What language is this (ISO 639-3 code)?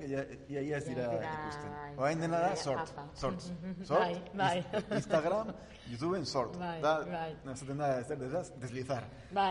eus